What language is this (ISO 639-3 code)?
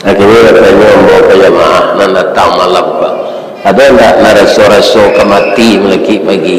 min